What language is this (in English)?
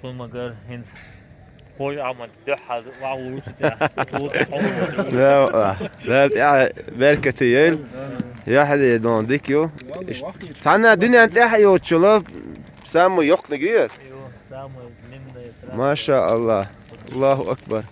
Chechen